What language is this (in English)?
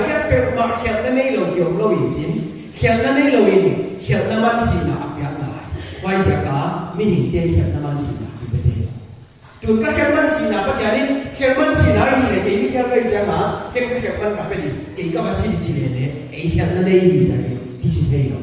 Paite Chin